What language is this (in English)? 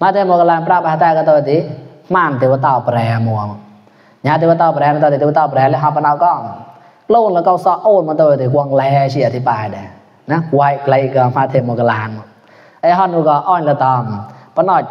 Mon